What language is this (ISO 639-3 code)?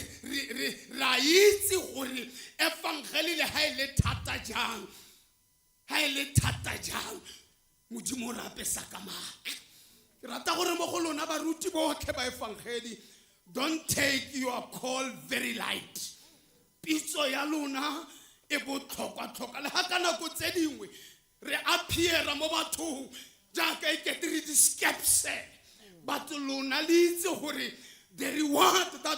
tsn